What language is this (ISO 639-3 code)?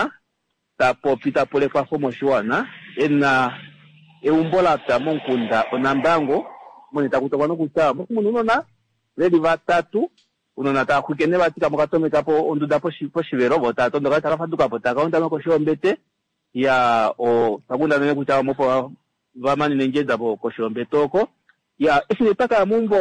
kua